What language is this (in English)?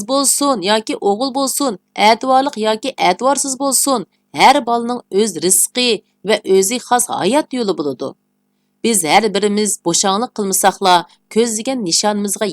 Uyghur